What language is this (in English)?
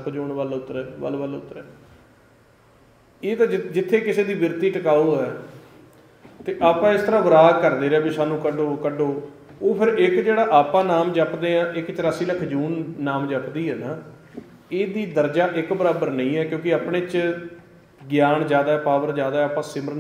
Punjabi